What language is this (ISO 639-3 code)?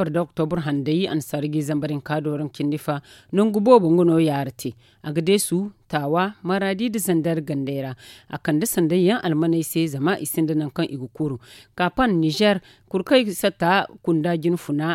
dje